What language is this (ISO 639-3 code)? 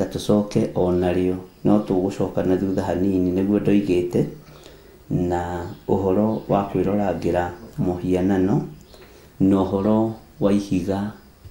kik